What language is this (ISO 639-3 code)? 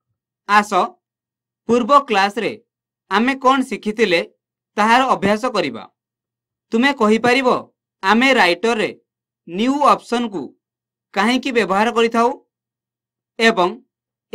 ori